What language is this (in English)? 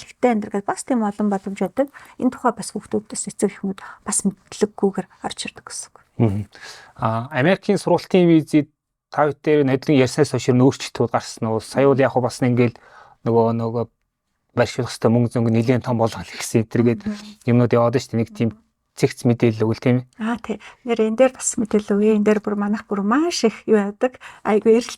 Mongolian